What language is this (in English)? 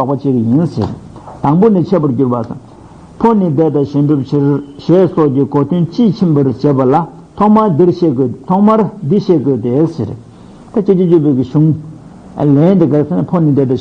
Tibetan